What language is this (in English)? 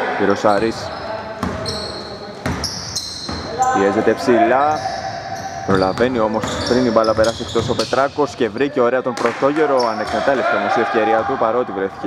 Greek